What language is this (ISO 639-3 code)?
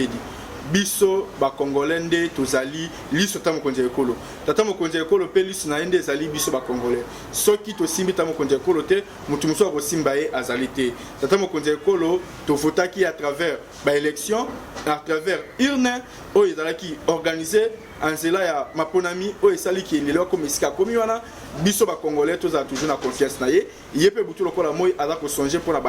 lin